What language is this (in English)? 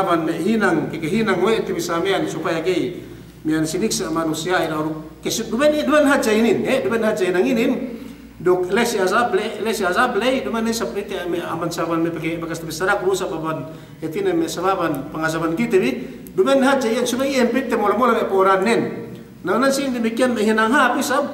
Yakan